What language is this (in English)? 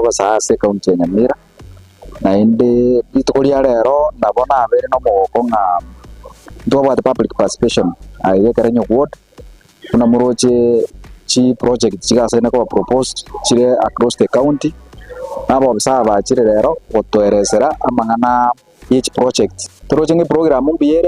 Gusii